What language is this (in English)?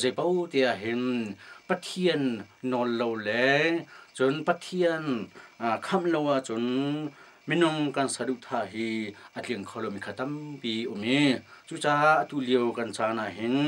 Hakha Chin